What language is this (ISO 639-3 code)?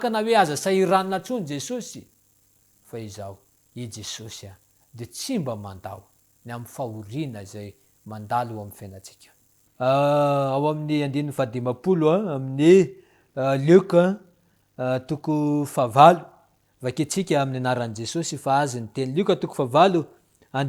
mlg